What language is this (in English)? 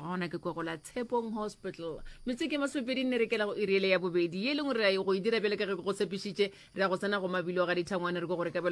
Northern Sotho